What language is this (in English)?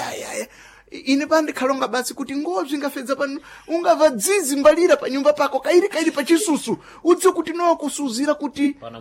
Sena